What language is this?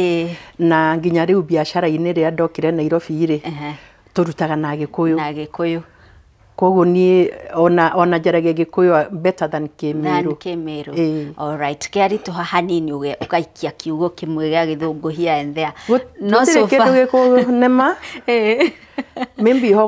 Kikuyu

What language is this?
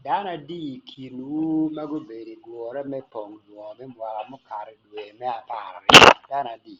Acoli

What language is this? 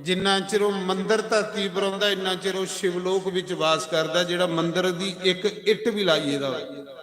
Dogri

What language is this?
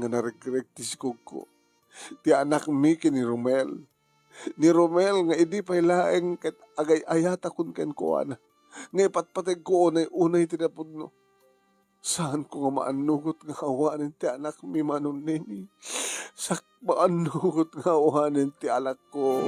Iloko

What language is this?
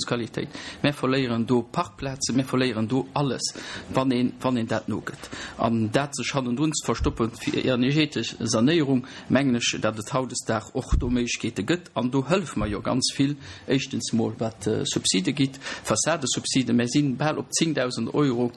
Luxembourgish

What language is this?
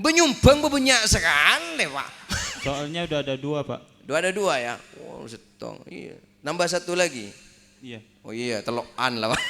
Madurese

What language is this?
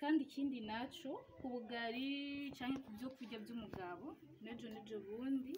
Rundi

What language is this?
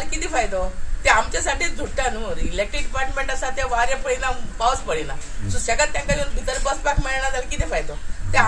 Konkani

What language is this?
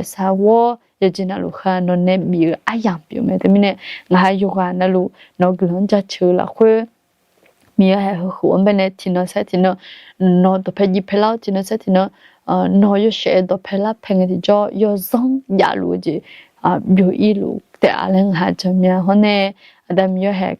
Akha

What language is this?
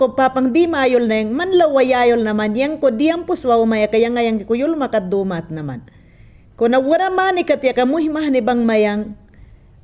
Mayangna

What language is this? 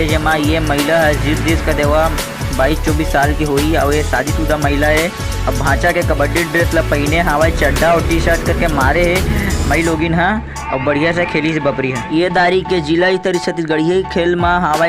Chhattisgarhi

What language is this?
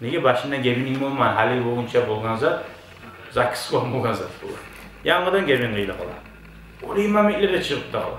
Kumyk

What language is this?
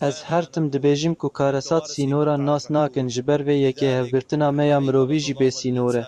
Kurdish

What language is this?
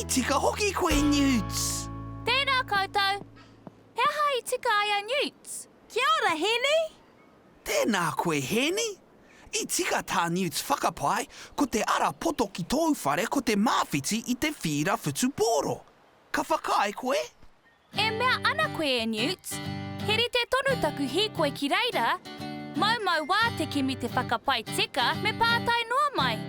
Māori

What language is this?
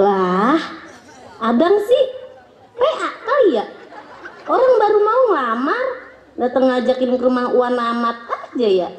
Betawi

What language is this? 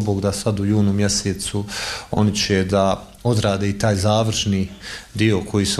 Bosnian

